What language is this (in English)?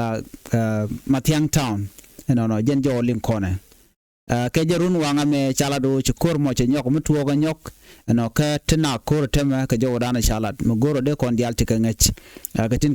Nuer